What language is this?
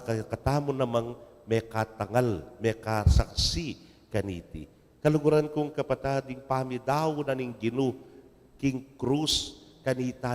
Pampanga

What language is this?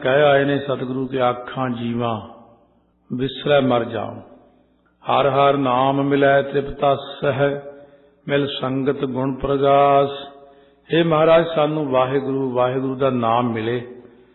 Punjabi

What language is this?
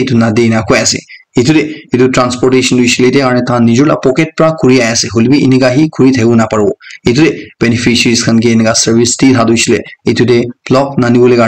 Naga Pidgin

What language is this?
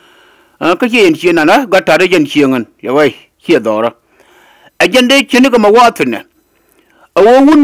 Nuer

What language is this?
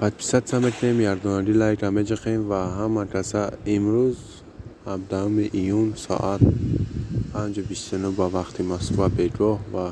Tajik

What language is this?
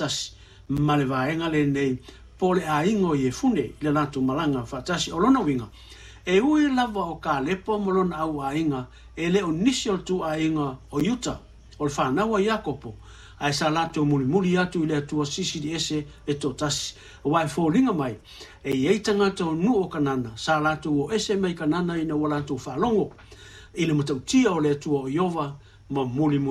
Samoan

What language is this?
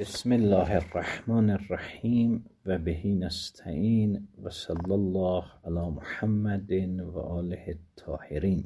Azerbaijani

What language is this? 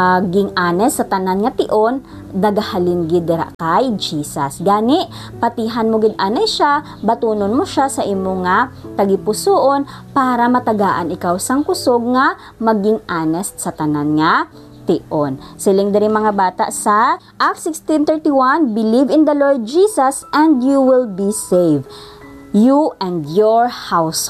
Hiligaynon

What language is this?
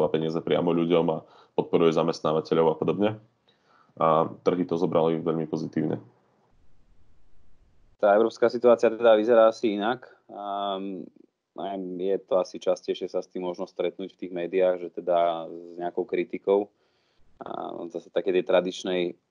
Slovak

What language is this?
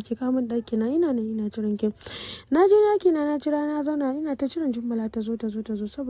Hausa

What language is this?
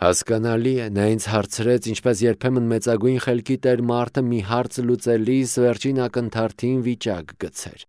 Armenian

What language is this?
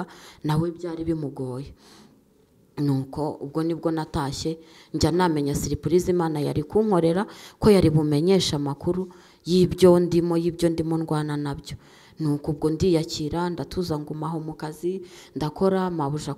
Kinyarwanda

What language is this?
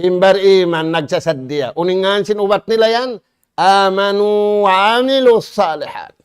Tausug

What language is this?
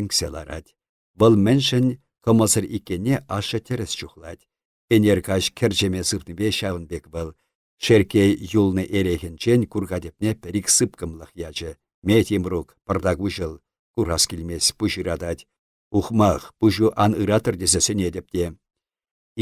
Chuvash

